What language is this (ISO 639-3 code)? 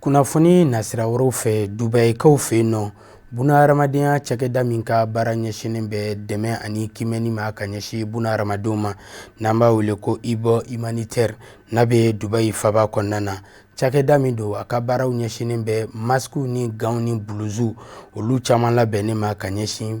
bam